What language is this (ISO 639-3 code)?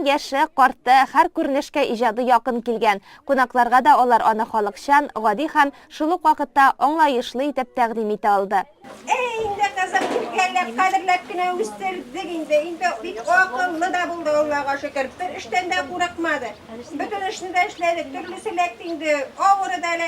tat